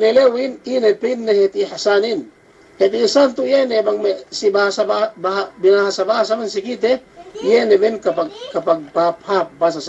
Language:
Yakan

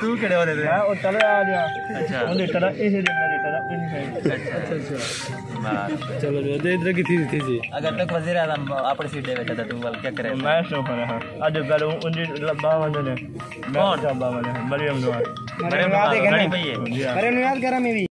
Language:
Saraiki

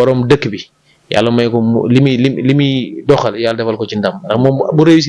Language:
Wolof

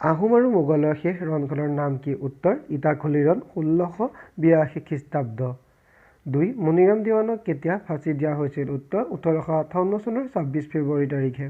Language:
Assamese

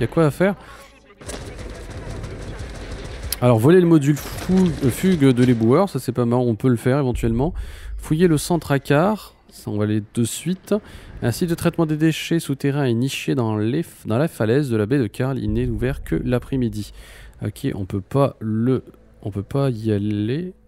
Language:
French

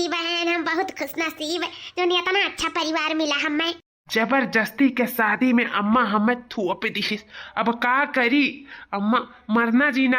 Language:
Awadhi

